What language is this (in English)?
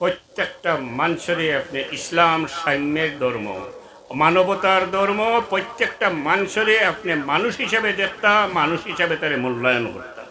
Sylheti